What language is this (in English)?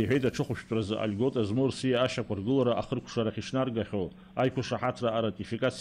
Abkhazian